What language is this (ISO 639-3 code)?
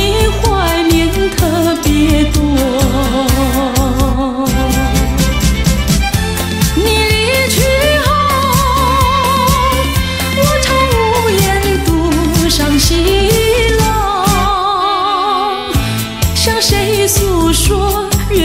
zho